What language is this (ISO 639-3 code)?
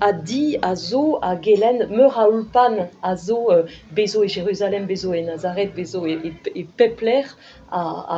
bre